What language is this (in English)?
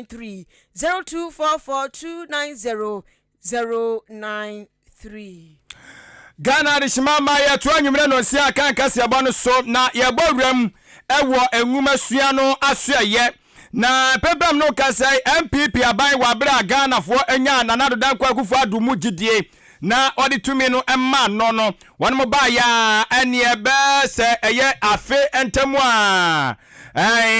Akan